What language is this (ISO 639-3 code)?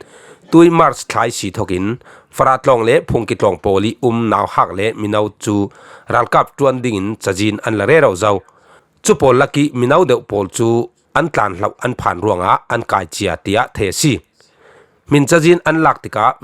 cfm